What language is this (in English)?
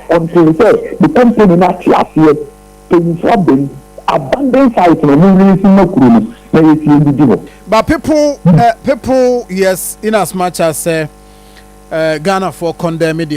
Akan